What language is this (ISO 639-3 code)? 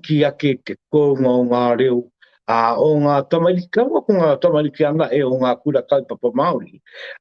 mri